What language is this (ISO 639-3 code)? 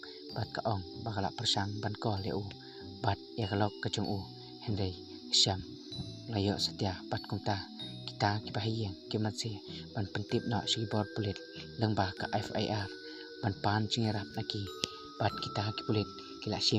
kha